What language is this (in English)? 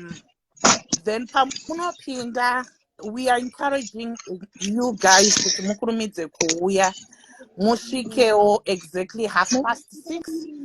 Shona